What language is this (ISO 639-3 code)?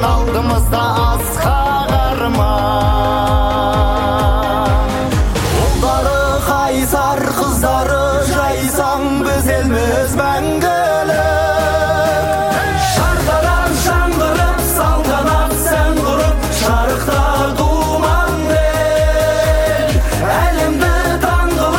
kaz